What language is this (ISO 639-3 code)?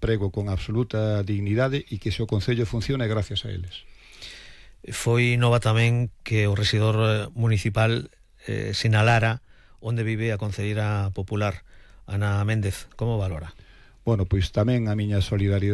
glg